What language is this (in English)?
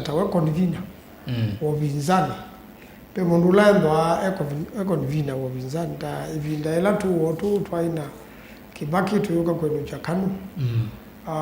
Kamba